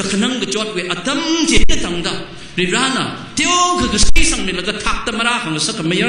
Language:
Tangkhul Naga (India)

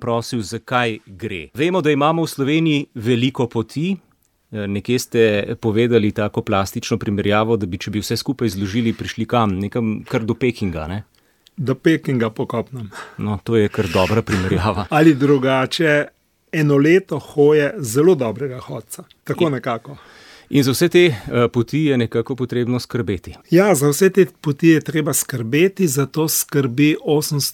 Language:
Slovenian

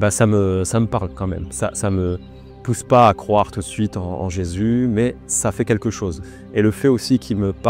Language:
French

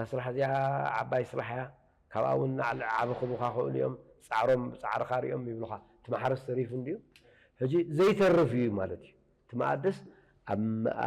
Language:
Tigrinya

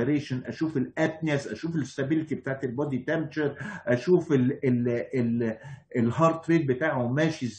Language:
Egyptian Arabic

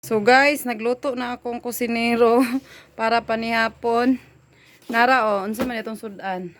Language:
Cebuano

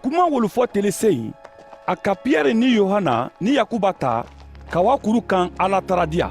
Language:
Mandingo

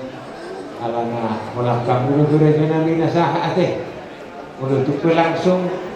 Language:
Batak Toba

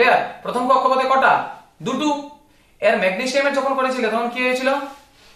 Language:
Bangla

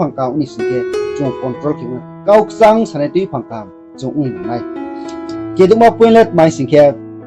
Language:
Riang (India)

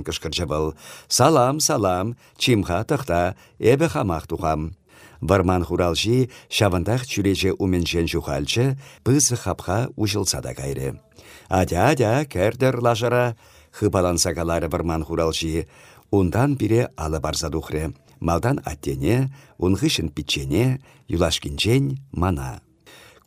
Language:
Chuvash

